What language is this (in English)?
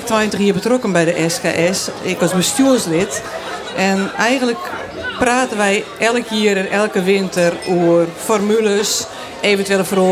Western Frisian